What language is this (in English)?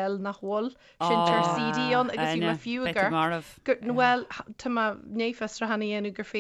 Irish